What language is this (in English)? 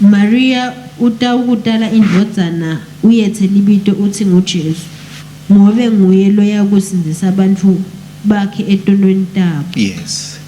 Swati